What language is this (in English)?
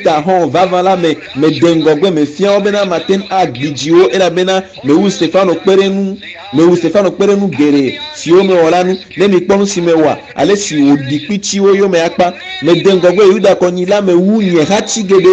Ewe